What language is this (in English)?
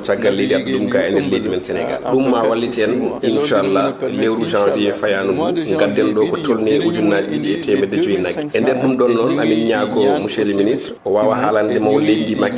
Fula